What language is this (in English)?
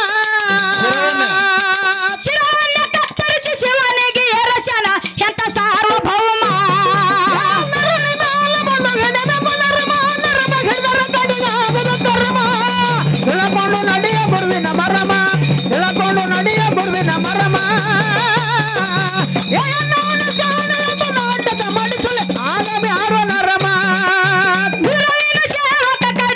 Kannada